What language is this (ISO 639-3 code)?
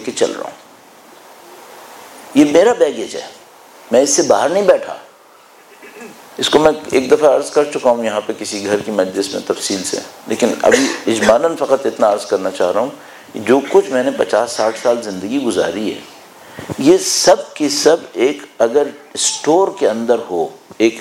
urd